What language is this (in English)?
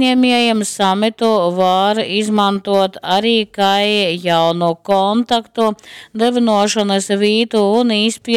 Latgalian